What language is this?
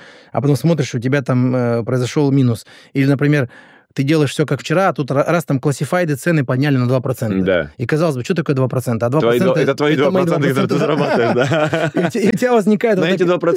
Russian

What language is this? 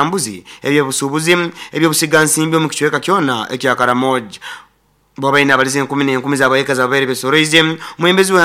Nyoro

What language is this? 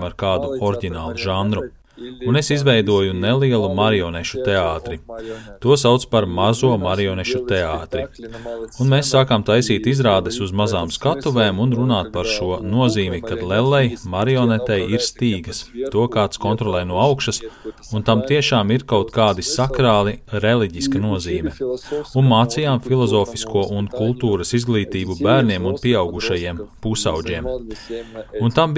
Latvian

